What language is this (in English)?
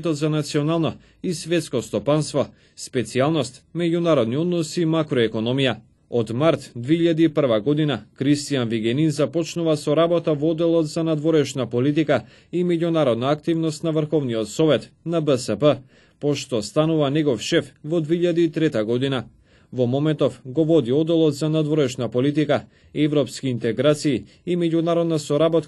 Macedonian